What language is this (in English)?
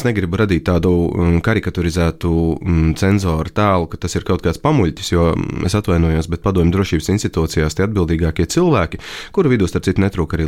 Latvian